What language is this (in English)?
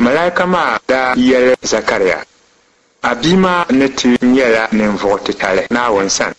Dagbani